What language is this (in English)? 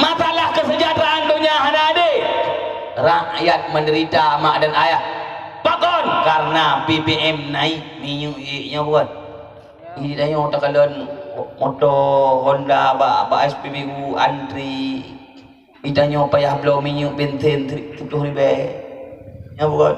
Achinese